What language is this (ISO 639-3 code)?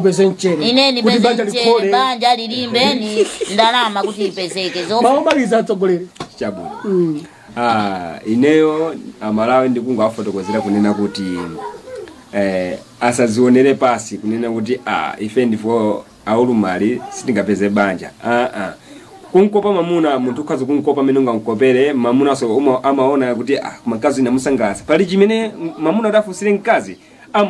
nya